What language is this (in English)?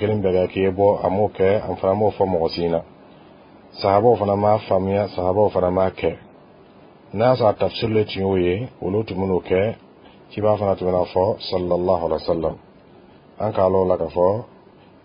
Bambara